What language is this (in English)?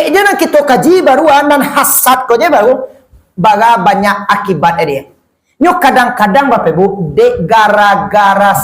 Minangkabau